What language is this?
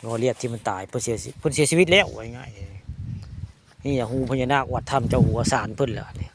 Northeastern Thai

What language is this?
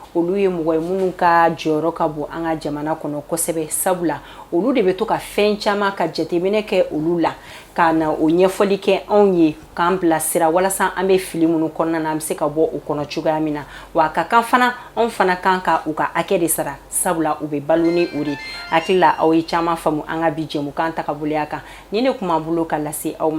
Bambara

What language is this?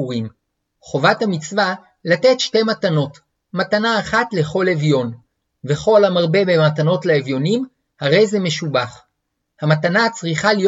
Hebrew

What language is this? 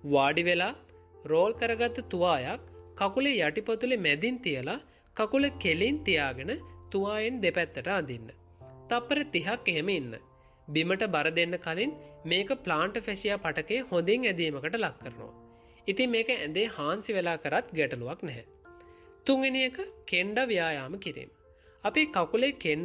Sinhala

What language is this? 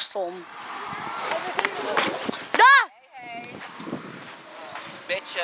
Dutch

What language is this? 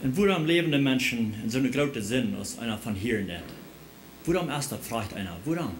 Plautdietsch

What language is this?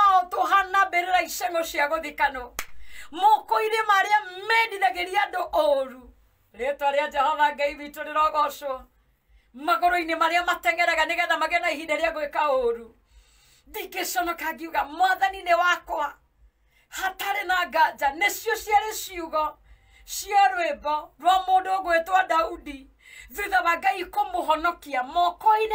Kikuyu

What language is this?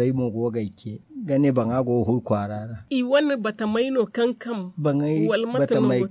Zarma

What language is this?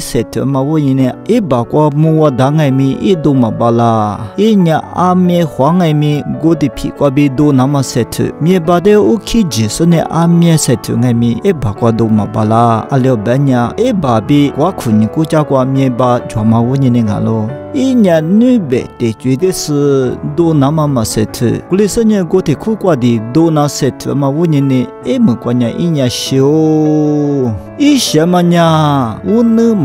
Lisu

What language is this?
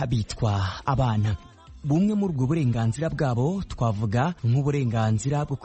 Kinyarwanda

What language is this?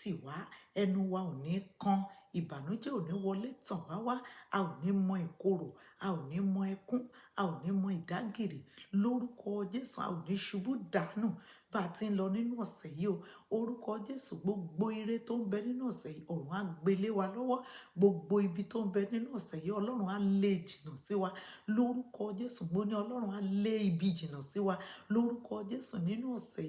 Yoruba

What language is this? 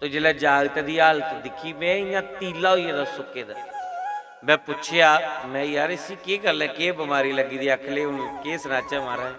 Dogri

